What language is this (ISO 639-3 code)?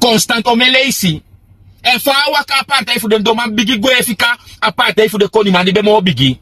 srn